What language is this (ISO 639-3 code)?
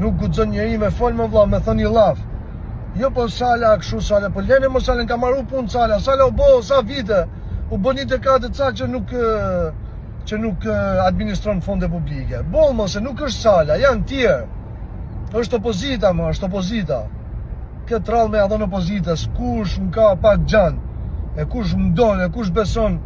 sqi